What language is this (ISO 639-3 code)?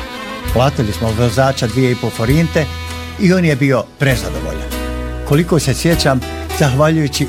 bos